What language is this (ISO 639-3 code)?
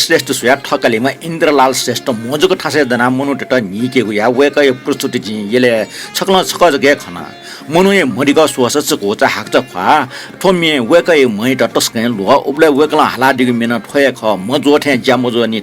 new